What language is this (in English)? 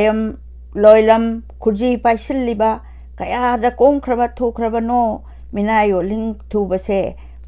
Manipuri